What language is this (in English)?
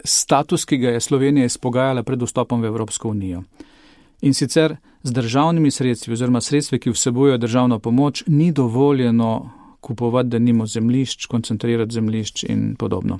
Slovenian